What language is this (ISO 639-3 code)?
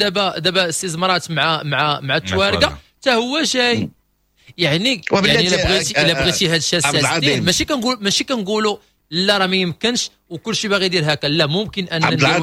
ary